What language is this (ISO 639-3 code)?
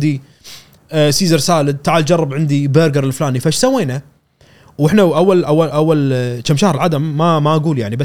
afb